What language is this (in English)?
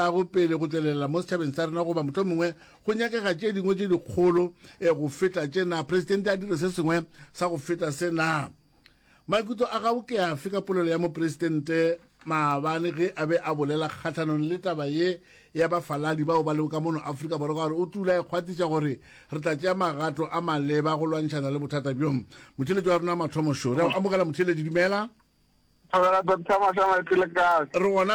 Northern Sotho